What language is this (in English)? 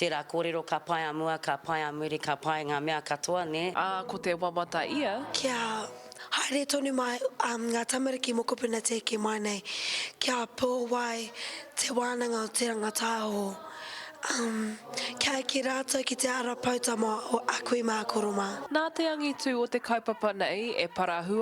Māori